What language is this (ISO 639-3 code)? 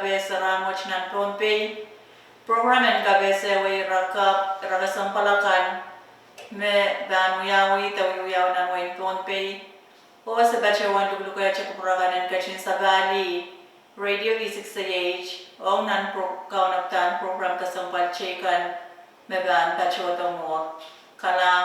pon